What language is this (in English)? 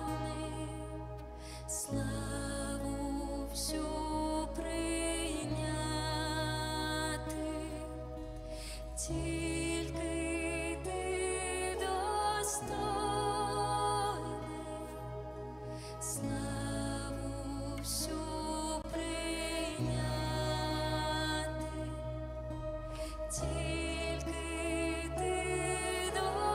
Ukrainian